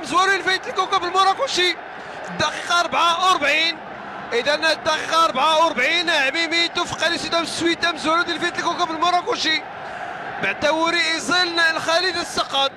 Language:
Moroccan Arabic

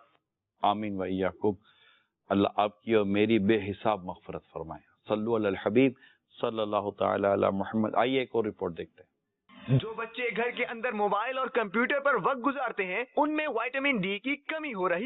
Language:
Urdu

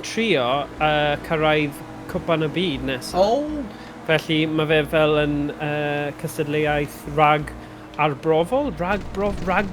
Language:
Welsh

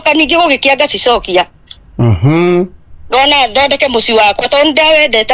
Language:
Kikuyu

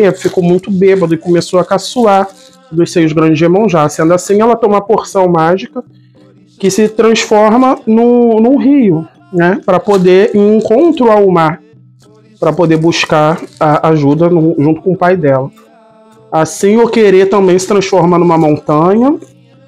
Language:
Portuguese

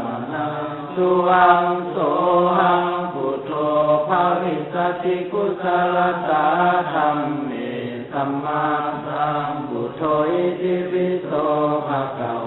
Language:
Pali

